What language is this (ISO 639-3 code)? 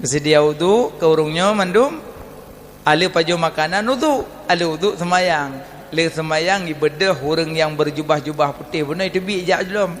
ace